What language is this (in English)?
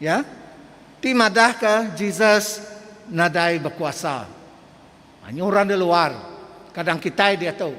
Iban